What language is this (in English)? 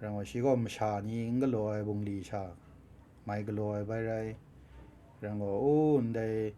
Kachin